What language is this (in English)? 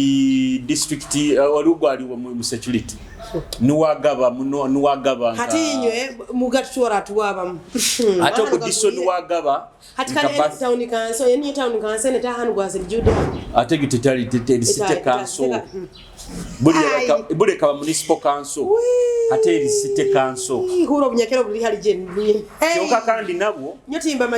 Nyoro